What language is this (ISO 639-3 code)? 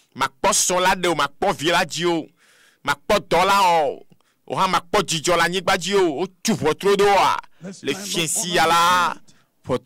ewe